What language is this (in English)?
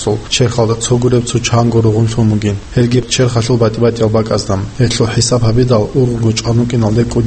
Avaric